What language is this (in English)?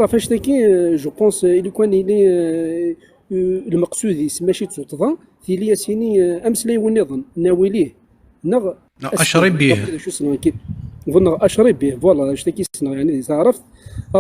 Kabyle